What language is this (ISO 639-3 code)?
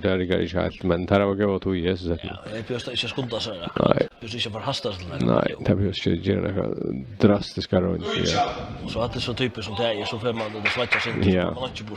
fao